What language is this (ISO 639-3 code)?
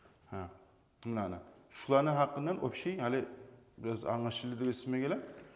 kum